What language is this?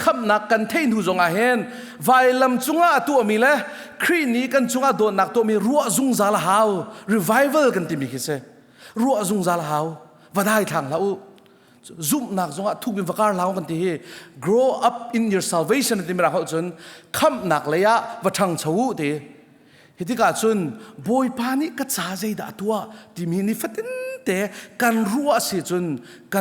Hakha Chin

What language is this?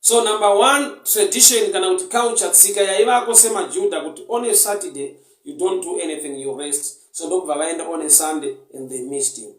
Shona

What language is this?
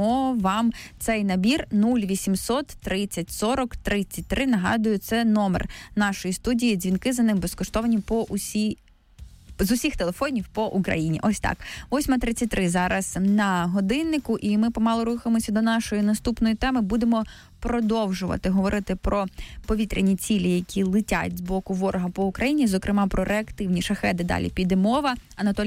Ukrainian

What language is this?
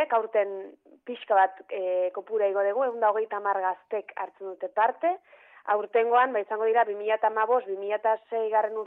Basque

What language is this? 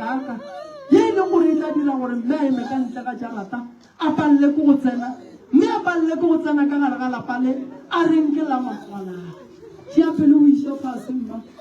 Northern Sotho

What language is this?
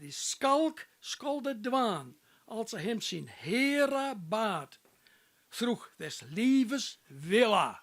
Western Frisian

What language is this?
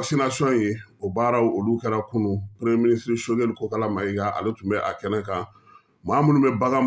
Bambara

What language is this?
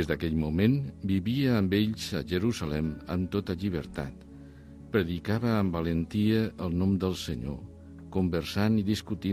Catalan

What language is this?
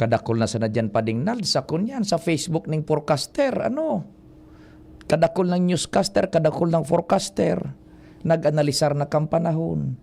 Bikol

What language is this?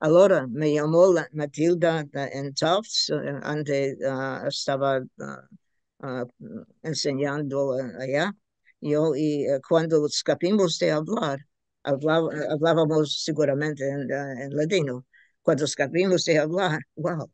Ladino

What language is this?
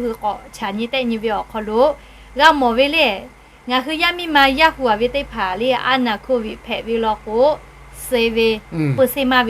Lahu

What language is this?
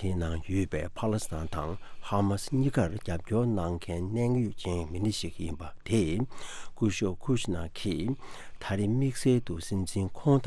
Tibetan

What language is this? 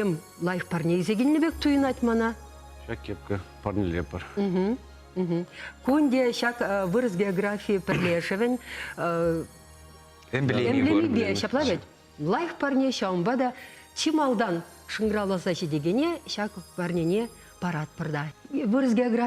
Chuvash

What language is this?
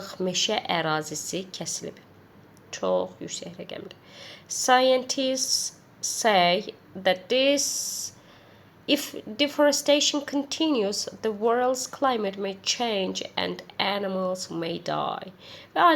Azerbaijani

